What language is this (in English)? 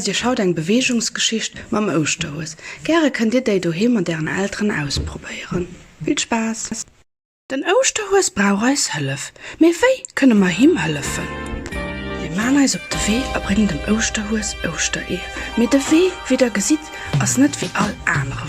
Luxembourgish